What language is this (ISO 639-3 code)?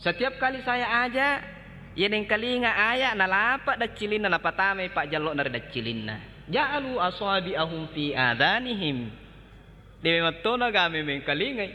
bug